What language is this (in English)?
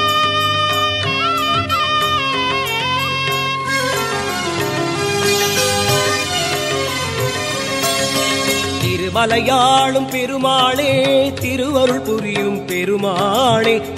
Tamil